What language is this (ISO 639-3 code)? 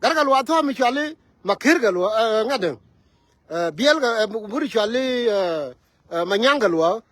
nus